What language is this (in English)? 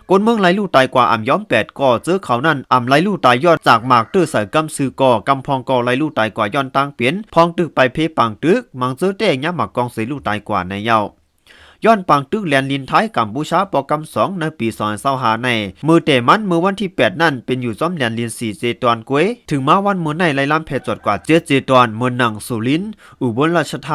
Lao